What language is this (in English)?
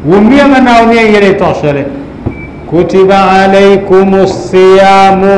Dagbani